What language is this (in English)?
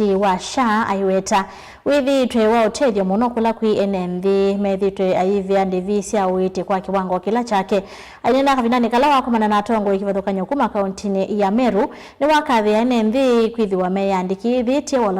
Kamba